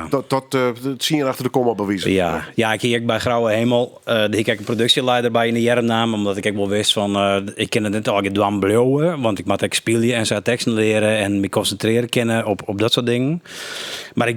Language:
Western Frisian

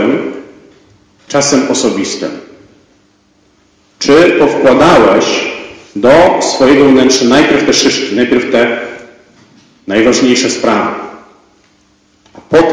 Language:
Polish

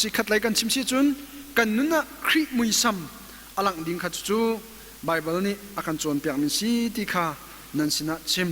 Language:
Hakha Chin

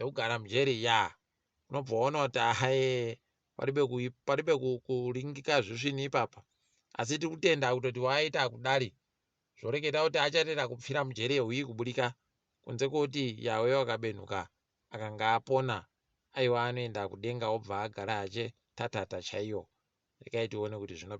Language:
Ndau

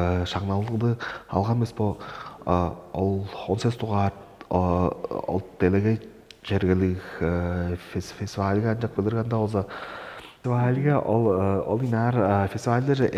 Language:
Tuvinian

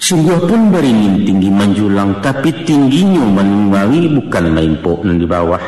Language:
Minangkabau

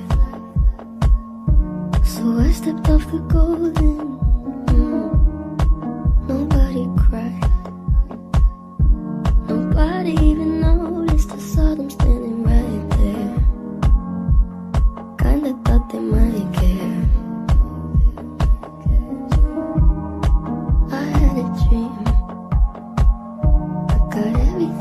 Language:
English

